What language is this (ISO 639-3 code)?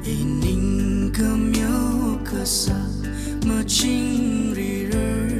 nmf